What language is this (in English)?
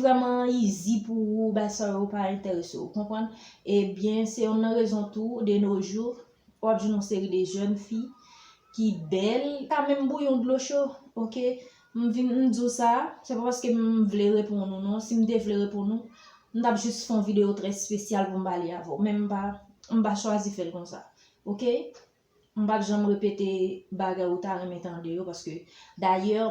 Haitian Creole